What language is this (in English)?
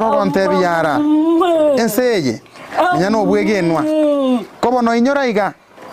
Gusii